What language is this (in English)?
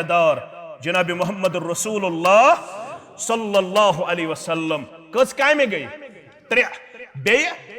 Kashmiri